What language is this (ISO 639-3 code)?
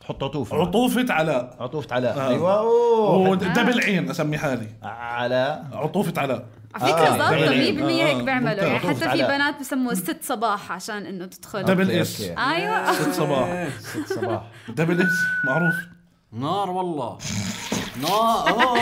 apc